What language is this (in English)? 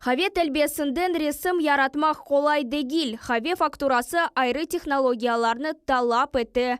Crimean Tatar